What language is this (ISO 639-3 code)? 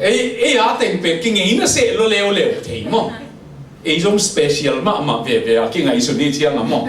ctd